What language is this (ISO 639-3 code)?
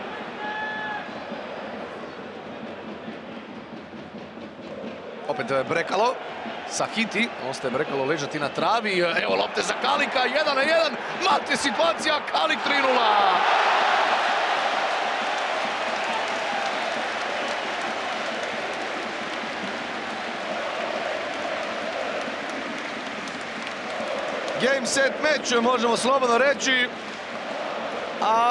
hrv